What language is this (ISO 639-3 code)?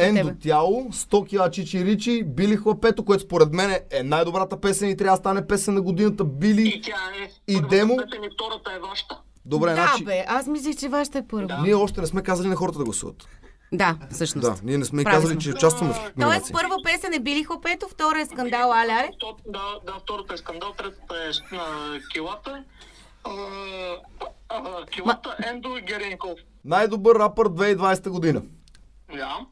bul